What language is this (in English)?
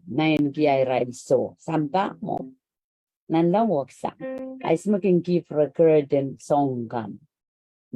Pohnpeian